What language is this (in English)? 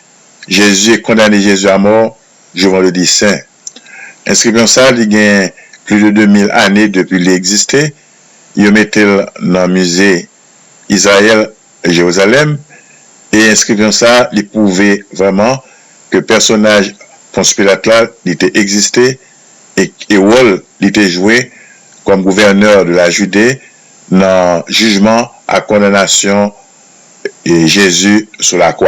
Haitian Creole